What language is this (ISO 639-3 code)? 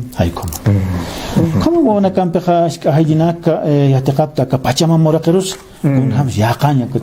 aym